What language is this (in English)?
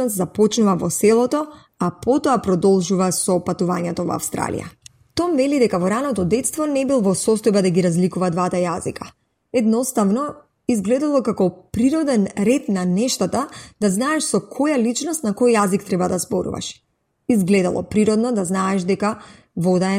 Macedonian